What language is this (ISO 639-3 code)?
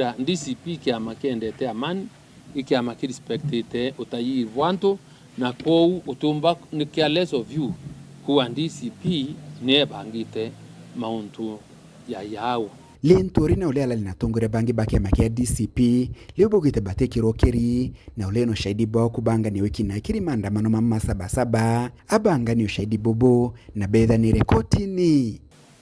mer